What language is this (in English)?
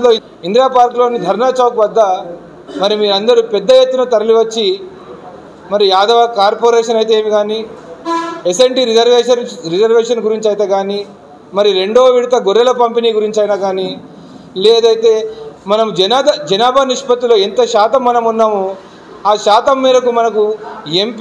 Telugu